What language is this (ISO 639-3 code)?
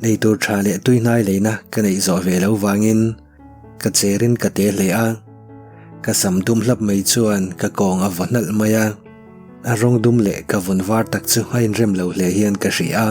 lus